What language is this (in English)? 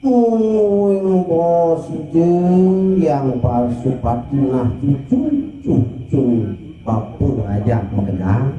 Balinese